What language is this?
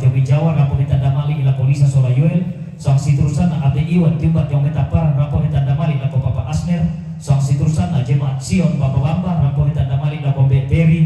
Toraja-Sa'dan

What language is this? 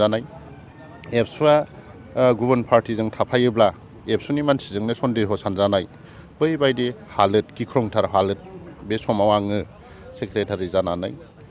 Bodo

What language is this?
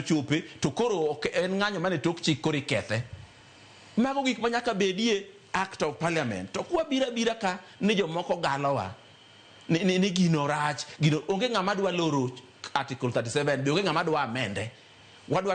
Luo (Kenya and Tanzania)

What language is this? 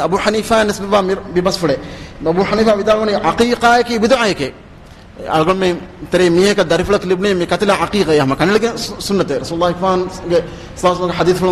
Divehi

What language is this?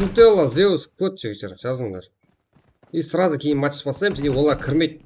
Kara-Kalpak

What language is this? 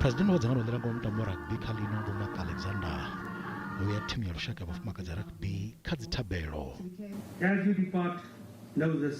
Venda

